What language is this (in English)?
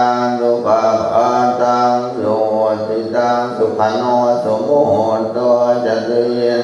Pali